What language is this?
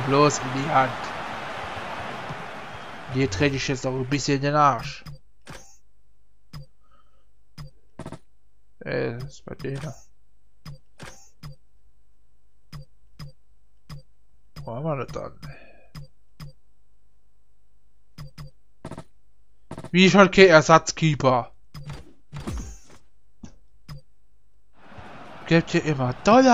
German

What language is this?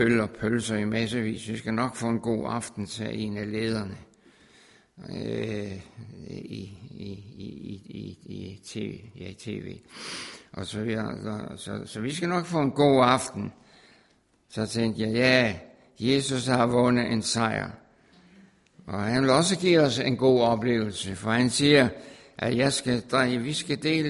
Danish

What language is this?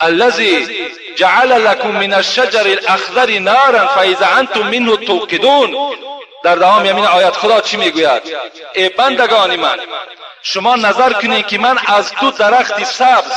Tajik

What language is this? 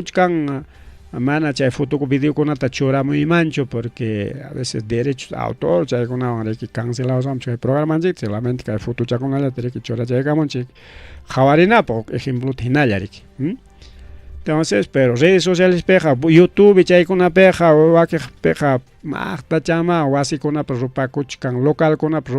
Ayacucho Quechua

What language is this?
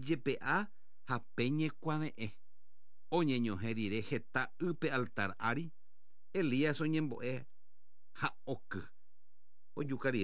Guarani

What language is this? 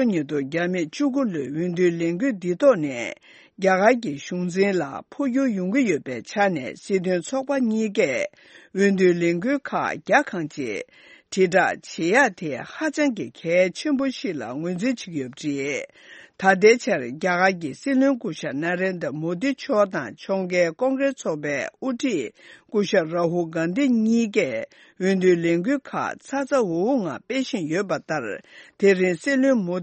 Tibetan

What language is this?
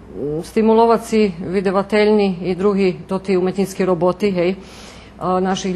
Rusyn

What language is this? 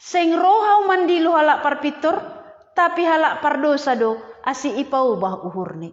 Batak Simalungun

